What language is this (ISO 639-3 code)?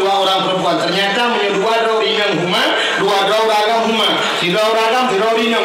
ace